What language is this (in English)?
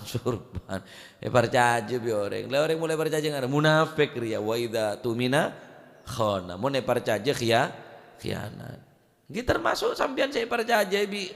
Madurese